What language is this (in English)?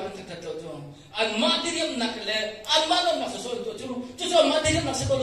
Hakha Chin